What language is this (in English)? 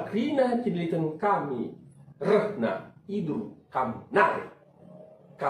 Batak Karo